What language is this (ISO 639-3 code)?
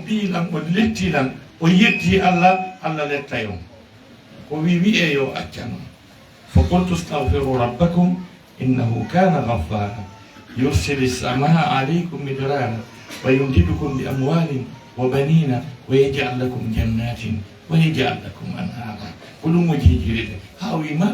ful